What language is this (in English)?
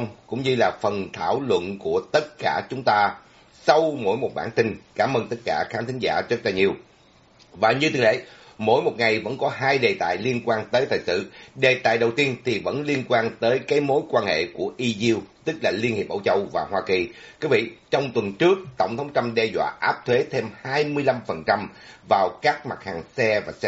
Vietnamese